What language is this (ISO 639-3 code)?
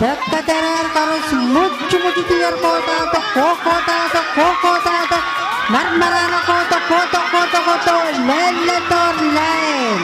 pon